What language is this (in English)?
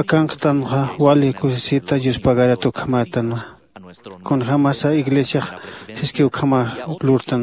Aymara